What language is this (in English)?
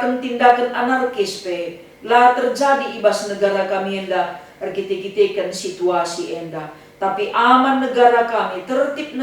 Batak Karo